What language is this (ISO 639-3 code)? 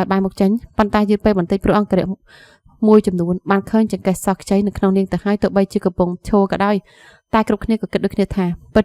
khm